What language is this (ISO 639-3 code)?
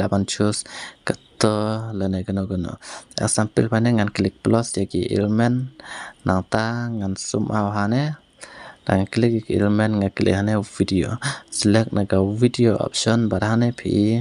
kha